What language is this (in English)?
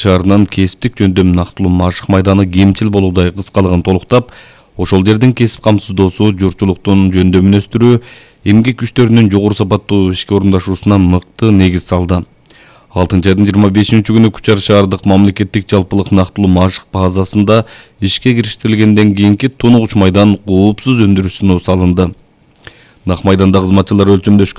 Kyrgyz